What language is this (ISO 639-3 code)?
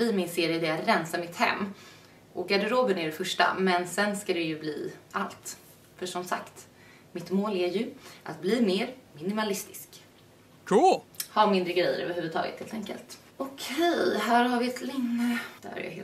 swe